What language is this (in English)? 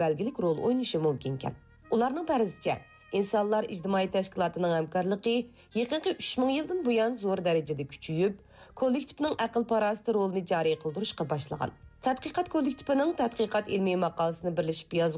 Uyghur